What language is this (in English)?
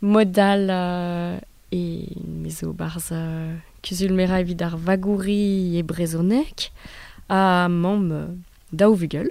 Breton